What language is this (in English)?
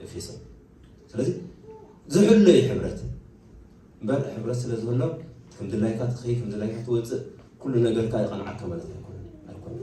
Tigrinya